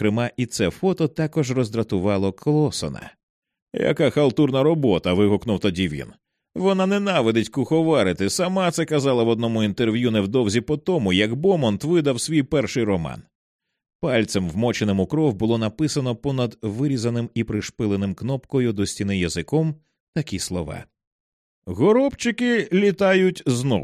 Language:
Ukrainian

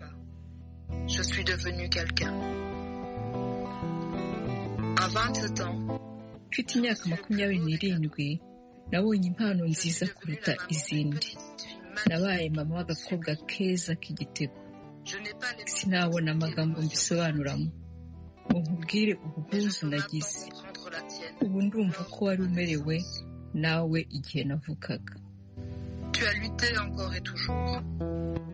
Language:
Kinyarwanda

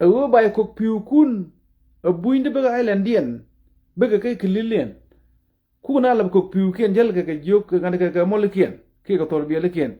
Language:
Nuer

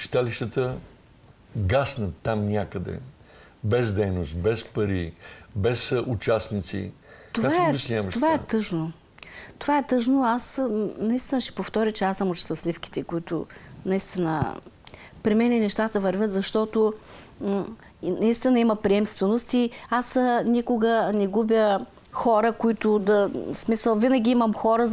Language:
Bulgarian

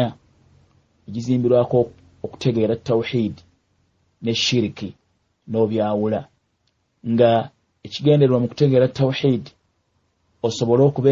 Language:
Ganda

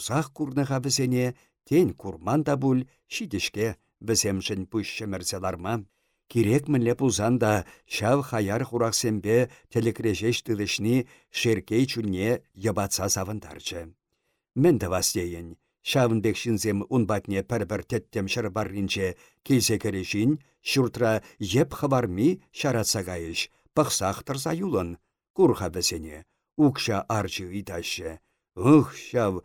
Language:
Chuvash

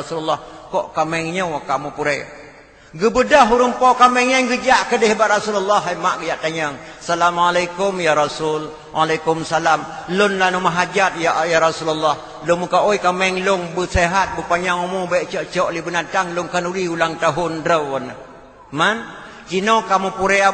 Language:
Achinese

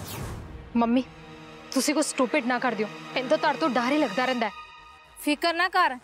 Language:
Punjabi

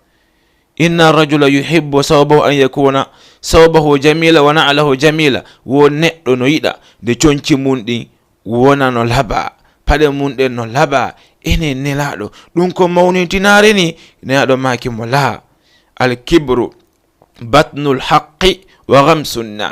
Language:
Fula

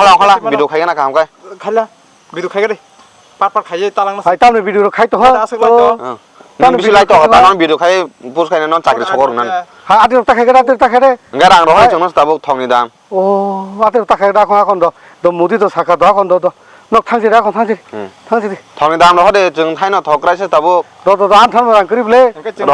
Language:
Kok Borok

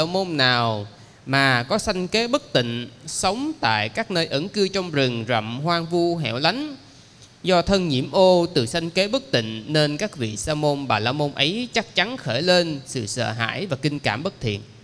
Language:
Vietnamese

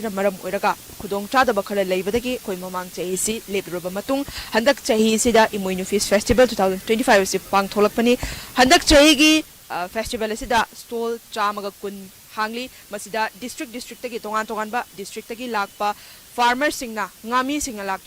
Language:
Manipuri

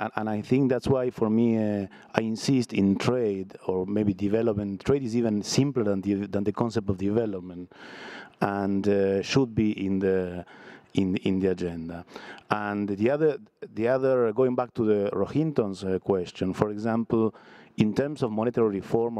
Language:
English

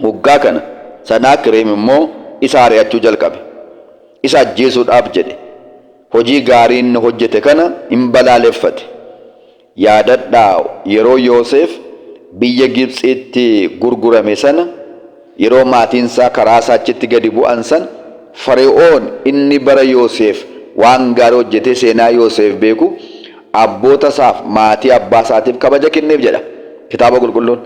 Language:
Oromo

